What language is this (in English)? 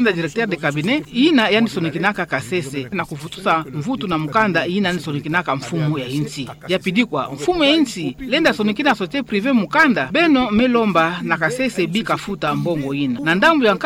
Kituba (Democratic Republic of Congo)